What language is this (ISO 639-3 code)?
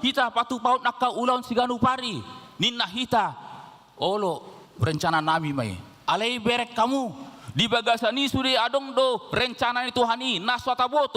bbc